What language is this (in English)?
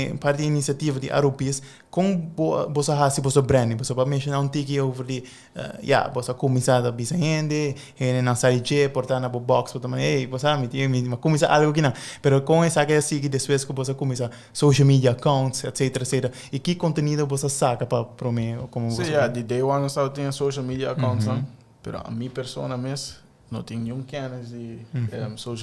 Papiamento